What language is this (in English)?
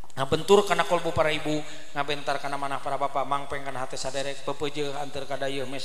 Sundanese